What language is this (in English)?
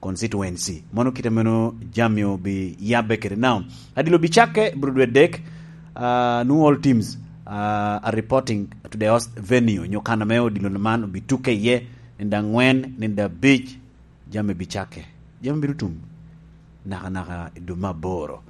Lango (Uganda)